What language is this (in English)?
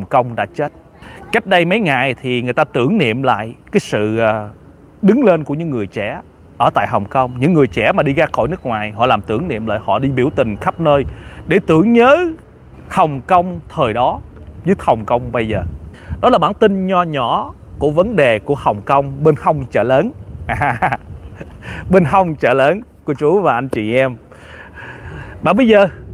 Vietnamese